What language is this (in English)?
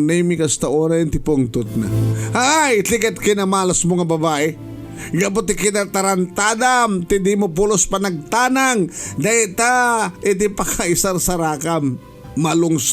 Iloko